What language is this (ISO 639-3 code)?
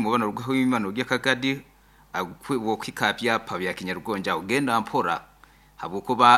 nyn